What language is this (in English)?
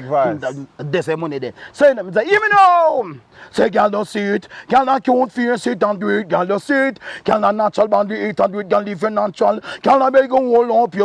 Jamaican Creole English